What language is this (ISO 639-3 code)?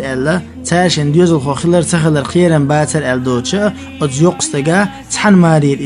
che